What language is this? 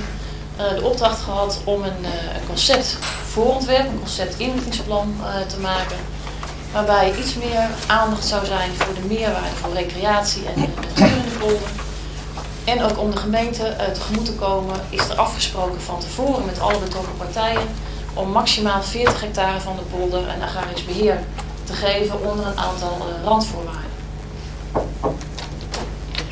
Dutch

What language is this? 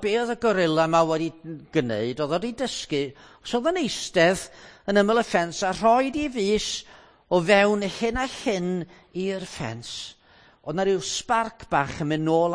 Welsh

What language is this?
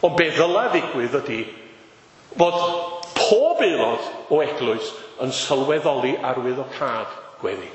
Welsh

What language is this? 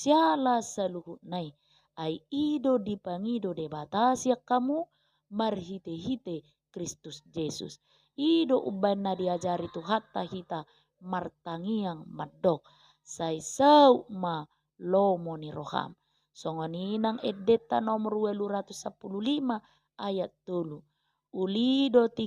Batak Toba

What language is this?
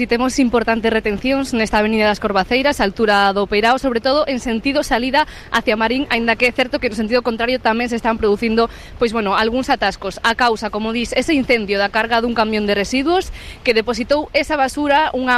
Galician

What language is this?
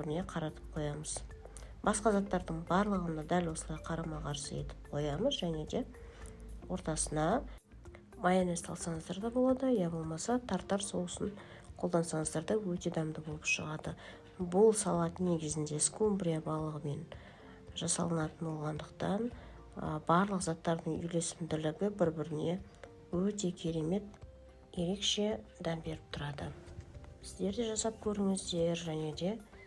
Kazakh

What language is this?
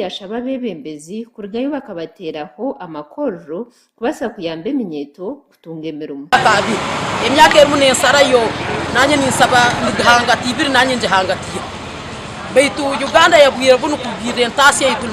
Nyankole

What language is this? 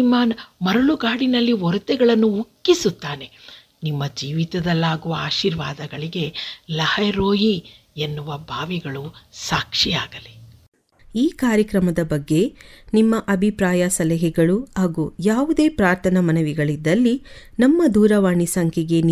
Kannada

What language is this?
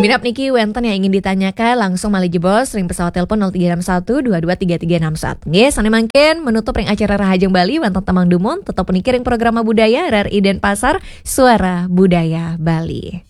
Balinese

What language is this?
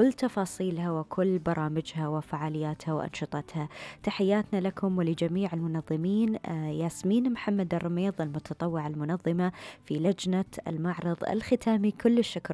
Gulf Arabic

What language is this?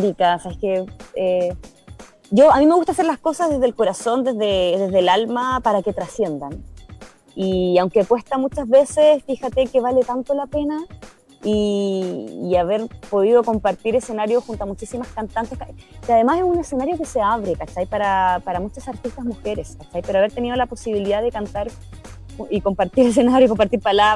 Spanish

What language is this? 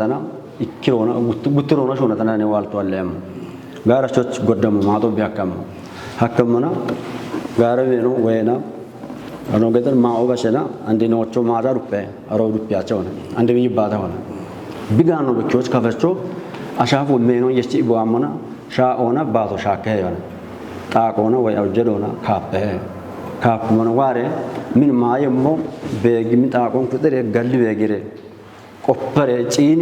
Kafa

